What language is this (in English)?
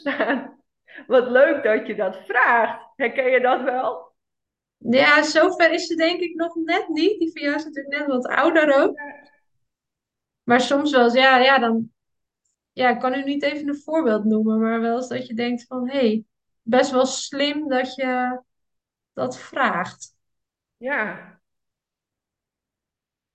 Dutch